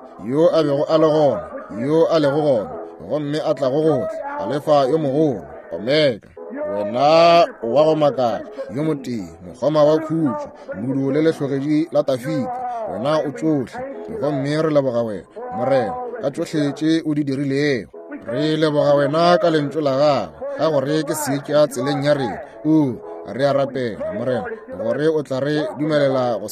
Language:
Northern Sotho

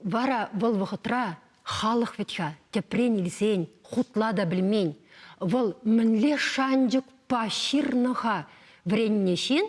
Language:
Chuvash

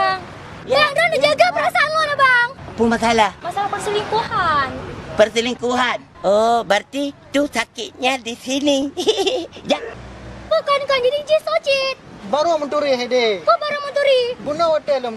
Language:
Achinese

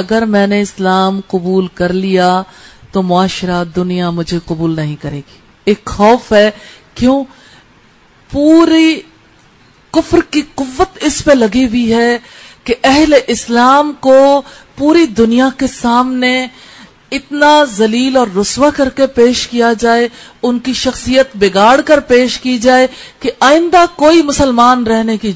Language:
Urdu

